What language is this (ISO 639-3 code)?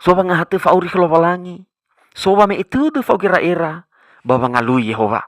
nia